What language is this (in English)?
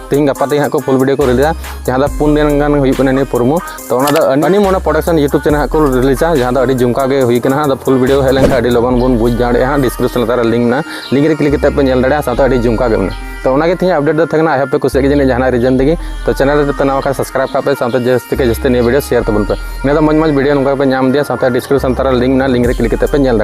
Santali